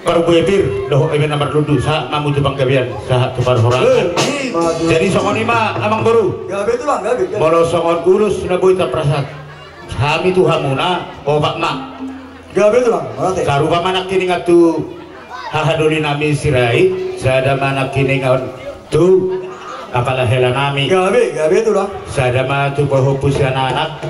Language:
Batak Toba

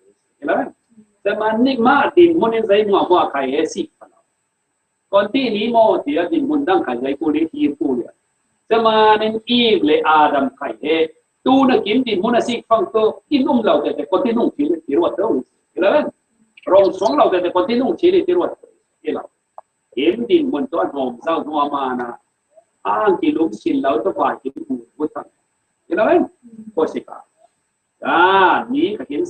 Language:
Falam Chin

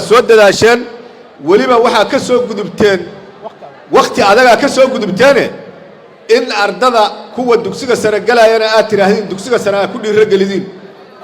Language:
Somali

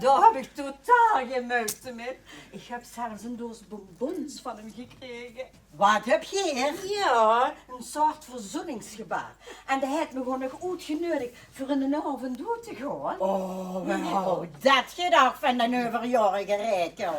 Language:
Limburgish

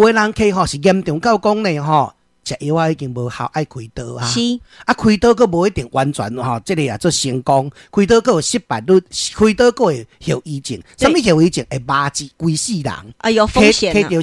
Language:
Min Nan Chinese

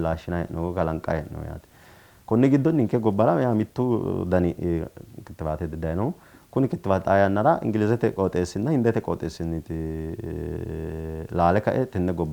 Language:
Sidamo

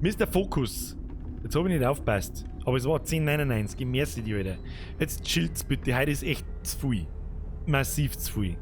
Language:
Bavarian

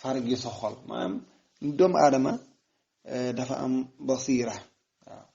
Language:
Wolof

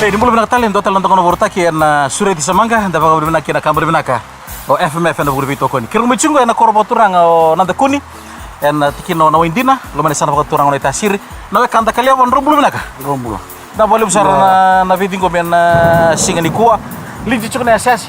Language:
Fijian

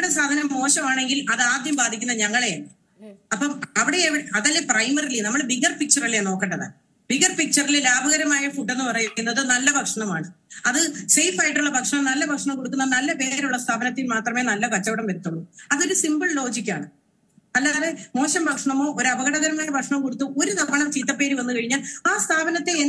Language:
Malayalam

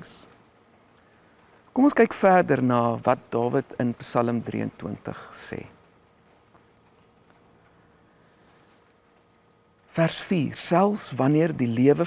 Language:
Afrikaans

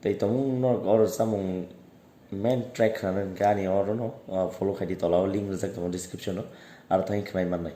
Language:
Kok Borok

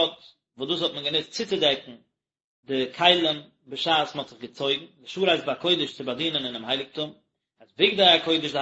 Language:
Yiddish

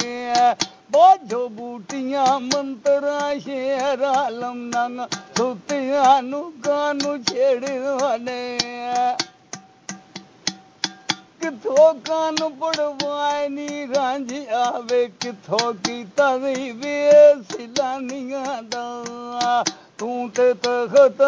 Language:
Punjabi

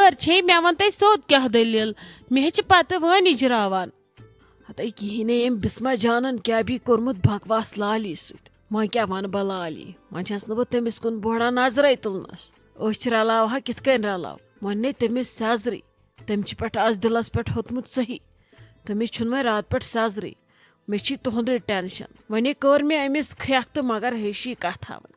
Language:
Kashmiri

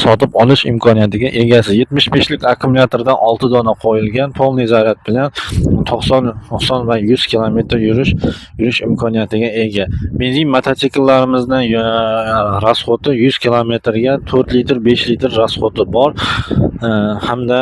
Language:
Uzbek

